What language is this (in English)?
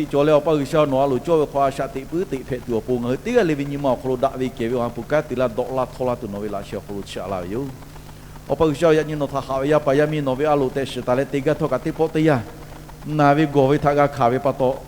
Lahu